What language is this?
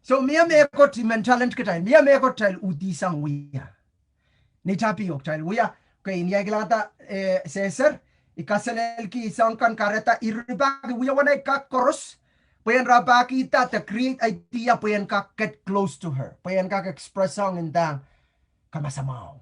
Pohnpeian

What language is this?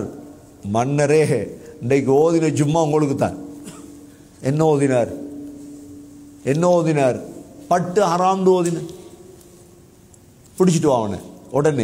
Tamil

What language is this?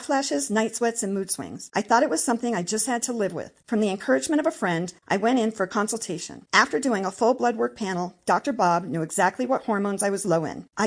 English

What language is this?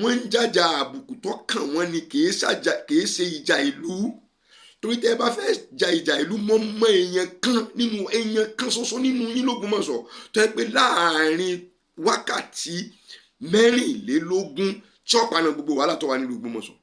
Yoruba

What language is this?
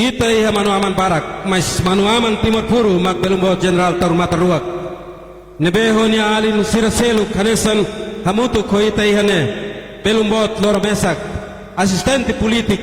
Tetum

